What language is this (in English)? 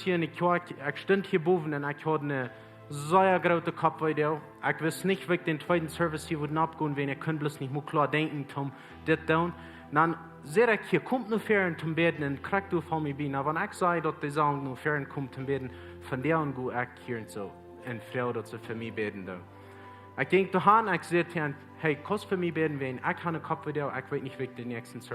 Plautdietsch